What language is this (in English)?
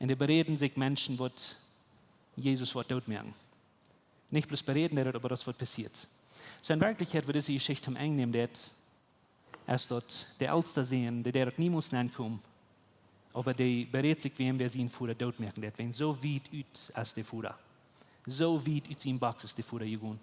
Plautdietsch